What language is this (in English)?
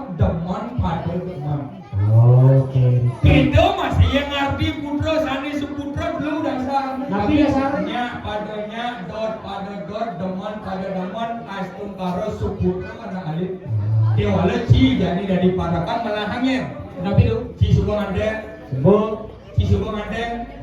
Balinese